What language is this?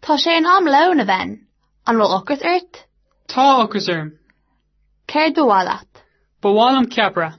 Irish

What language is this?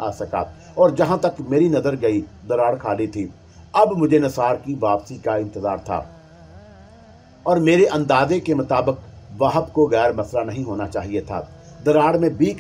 Urdu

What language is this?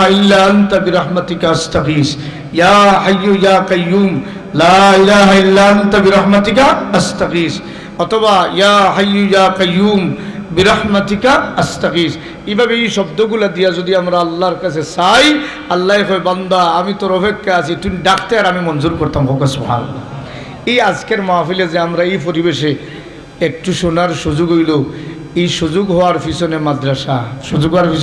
Sylheti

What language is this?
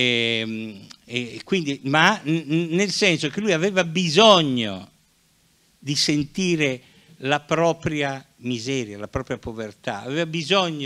Italian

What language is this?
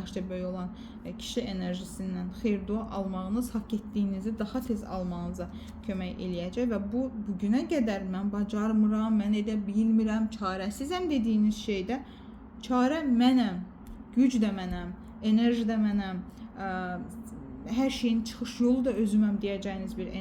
Azerbaijani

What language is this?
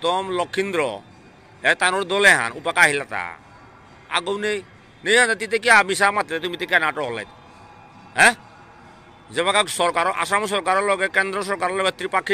Bishnupriya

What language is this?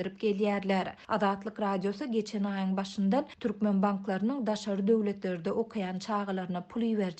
Turkmen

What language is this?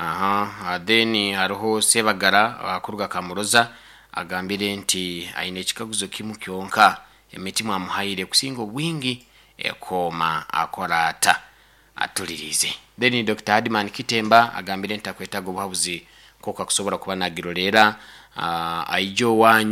Nyoro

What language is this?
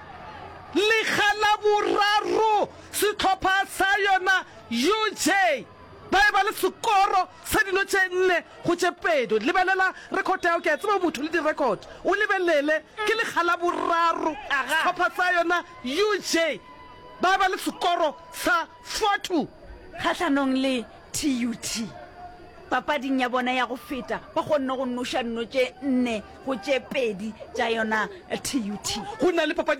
Northern Sotho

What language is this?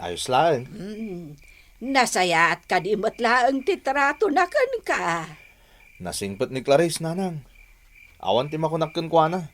Iloko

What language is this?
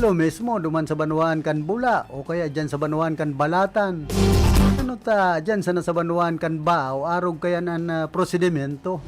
Bikol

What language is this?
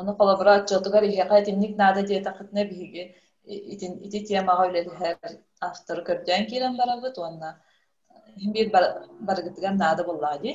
Yakut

